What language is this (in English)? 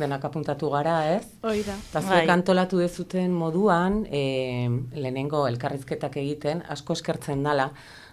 Basque